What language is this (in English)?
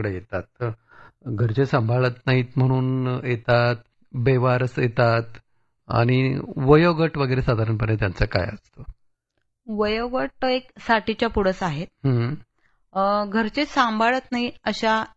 Marathi